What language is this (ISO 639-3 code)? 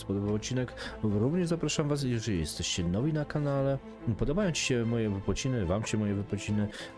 pol